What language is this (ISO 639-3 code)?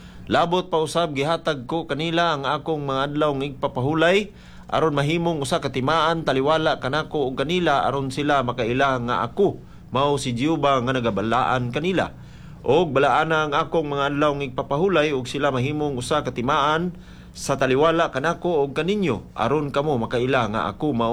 ceb